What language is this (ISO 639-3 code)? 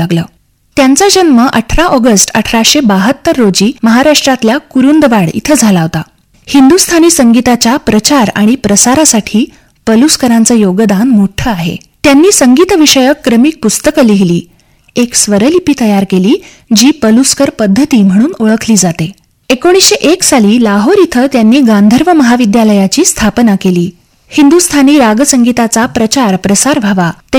mar